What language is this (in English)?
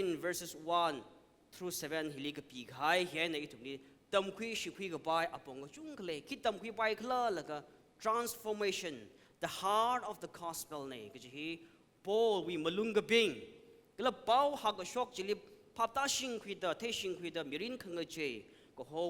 Tangkhul Naga (India)